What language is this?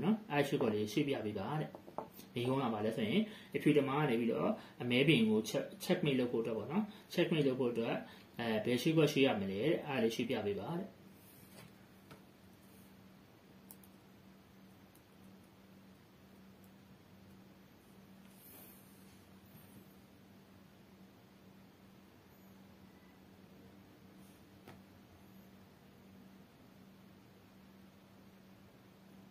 Burmese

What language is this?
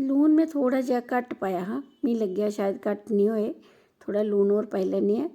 Dogri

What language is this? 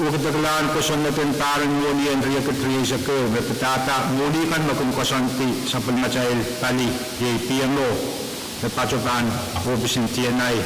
Pohnpeian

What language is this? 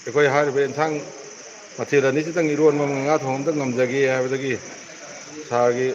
Manipuri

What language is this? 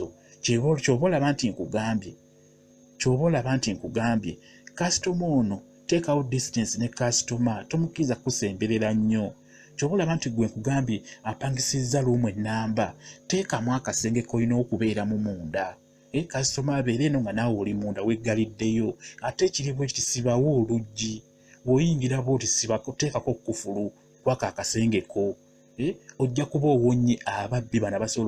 Ganda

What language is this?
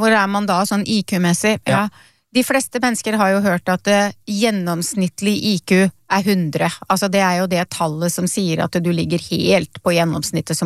Norwegian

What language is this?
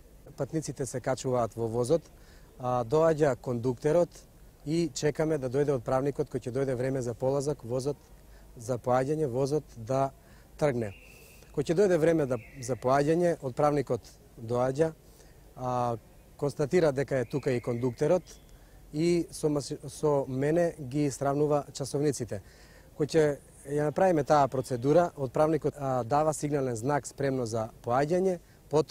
Macedonian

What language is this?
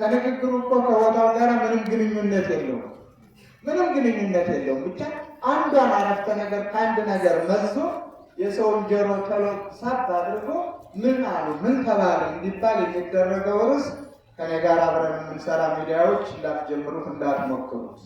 Amharic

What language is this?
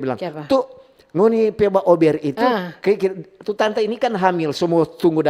Manado Malay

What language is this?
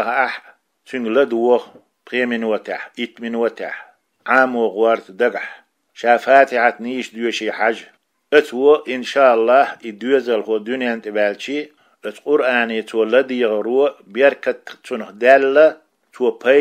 Chechen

